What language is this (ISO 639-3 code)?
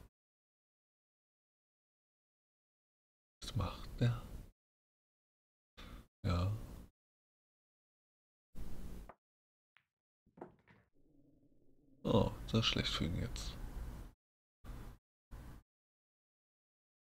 deu